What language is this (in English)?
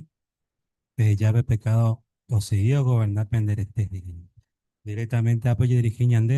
Guarani